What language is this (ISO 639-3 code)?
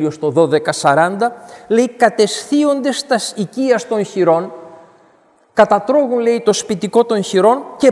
ell